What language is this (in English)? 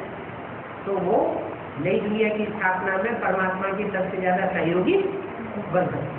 Hindi